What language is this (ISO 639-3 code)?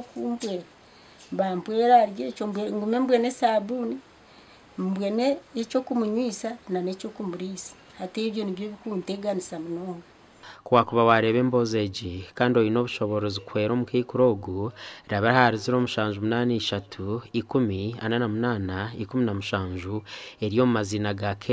nyn